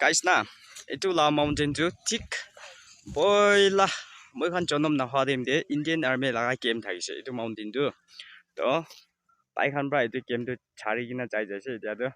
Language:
Naga Pidgin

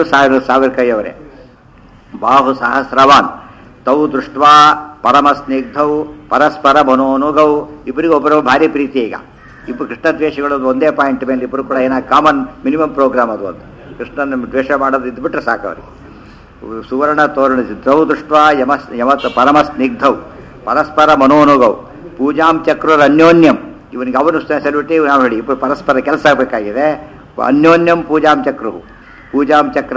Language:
Kannada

